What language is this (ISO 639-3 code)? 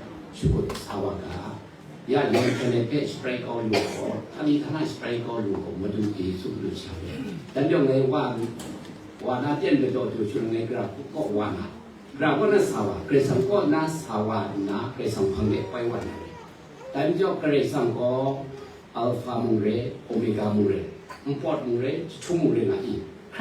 kac